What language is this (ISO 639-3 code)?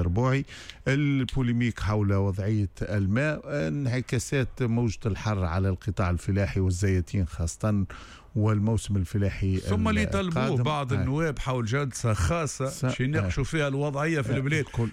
aeb